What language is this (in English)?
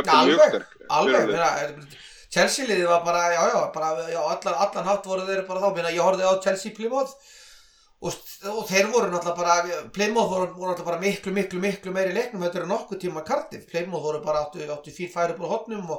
Icelandic